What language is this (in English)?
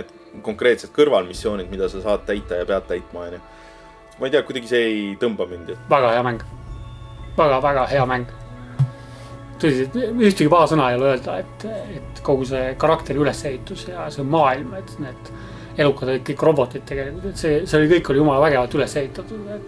Estonian